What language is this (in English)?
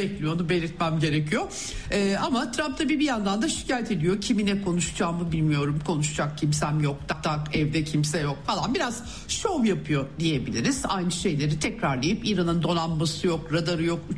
Turkish